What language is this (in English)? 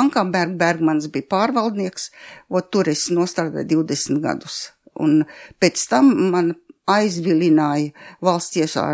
Latvian